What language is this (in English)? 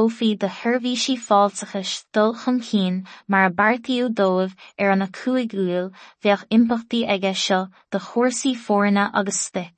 Irish